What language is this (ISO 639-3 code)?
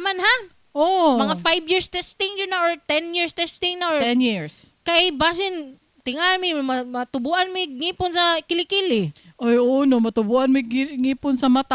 ceb